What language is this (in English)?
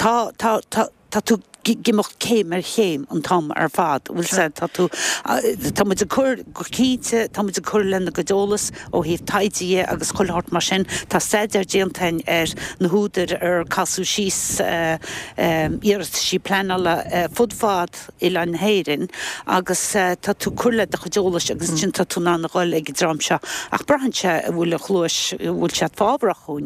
Irish